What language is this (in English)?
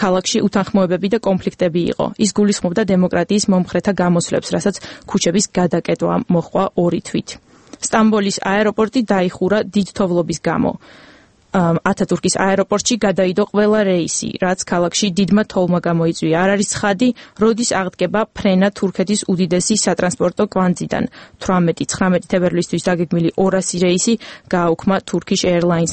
Georgian